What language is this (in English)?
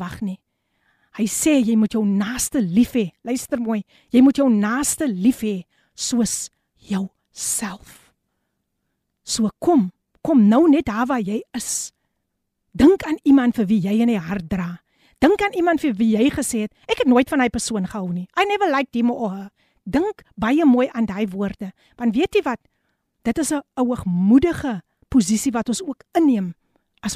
Afrikaans